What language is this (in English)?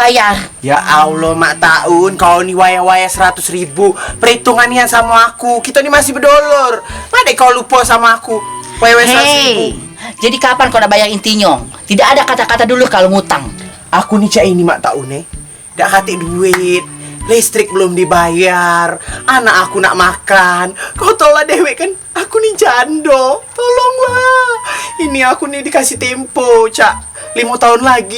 Musi